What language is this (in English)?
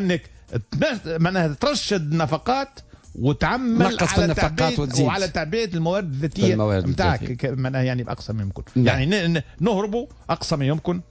Tunisian Arabic